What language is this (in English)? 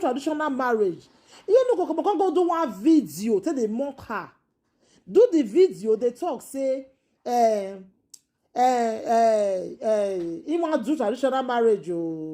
Nigerian Pidgin